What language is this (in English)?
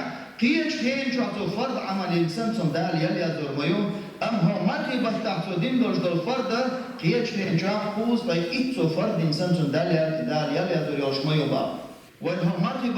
Chechen